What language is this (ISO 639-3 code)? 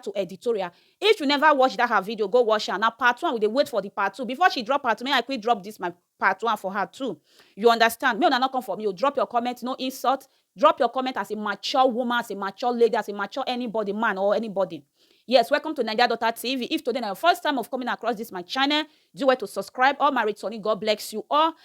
pcm